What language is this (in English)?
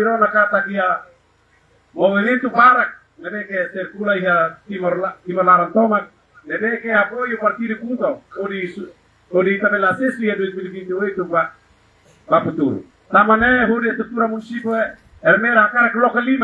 Tetum